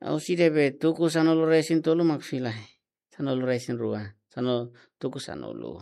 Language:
Tetum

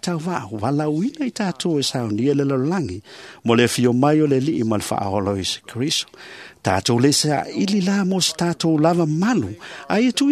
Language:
Samoan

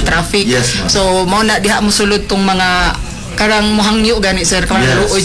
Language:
Cebuano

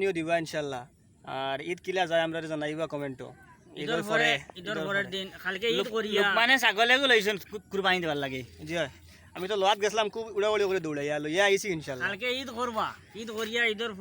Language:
Sylheti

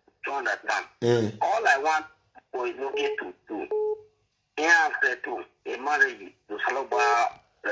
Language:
Nigerian Pidgin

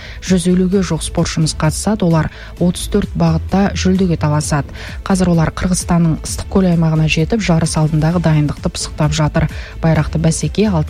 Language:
Kazakh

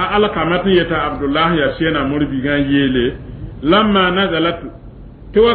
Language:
Mossi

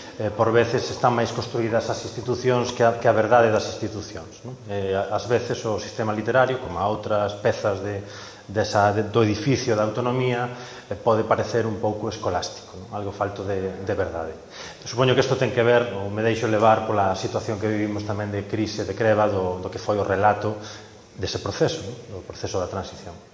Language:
Galician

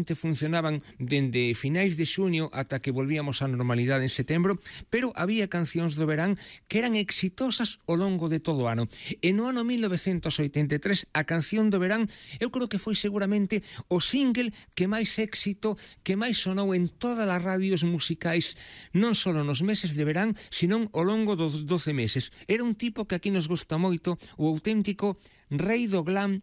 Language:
Galician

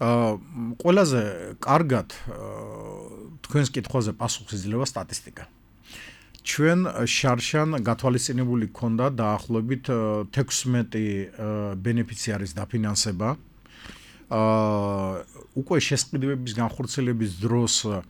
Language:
Georgian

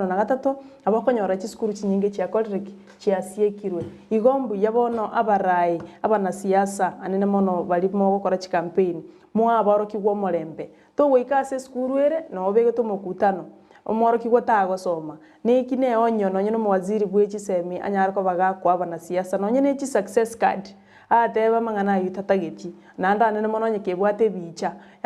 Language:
Gusii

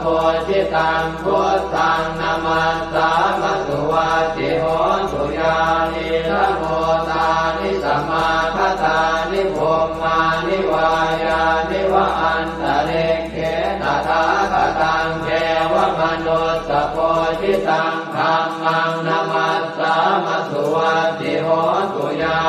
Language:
Pali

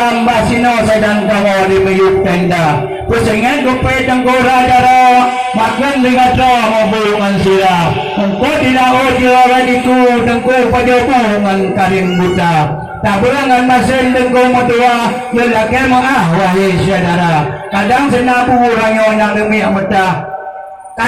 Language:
Achinese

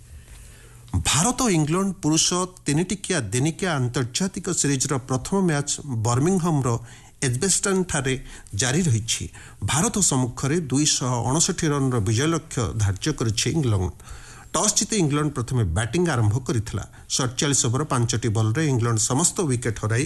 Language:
Odia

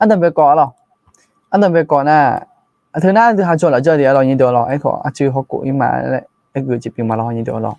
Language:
Akha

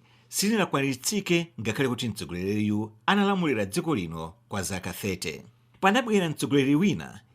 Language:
Nyanja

